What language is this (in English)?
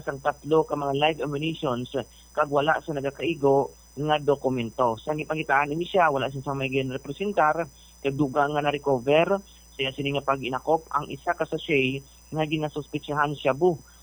Hiligaynon